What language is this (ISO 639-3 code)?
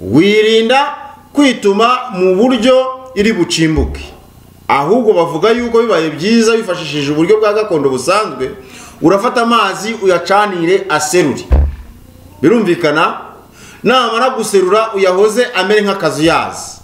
kin